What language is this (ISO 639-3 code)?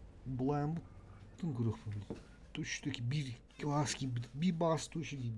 sah